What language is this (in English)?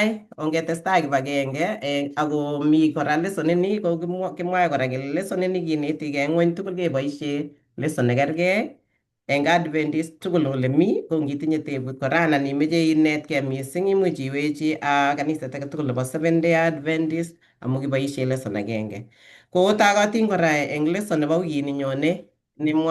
Kalenjin